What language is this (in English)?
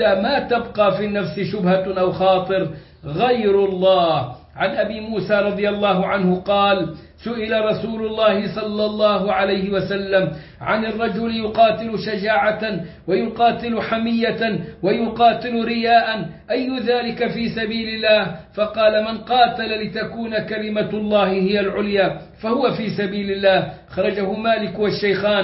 Arabic